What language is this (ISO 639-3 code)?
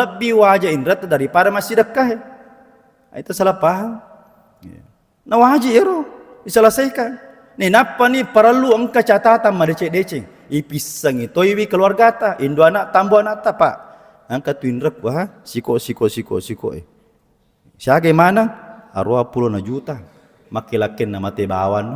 bug